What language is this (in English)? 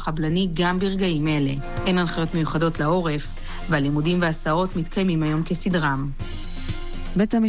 Hebrew